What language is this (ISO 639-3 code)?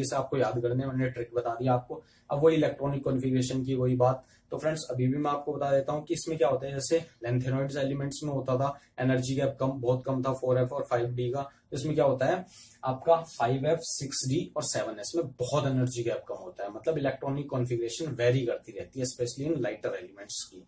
hin